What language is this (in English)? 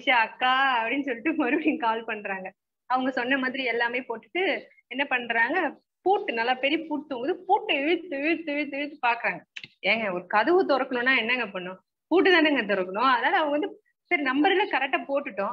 Tamil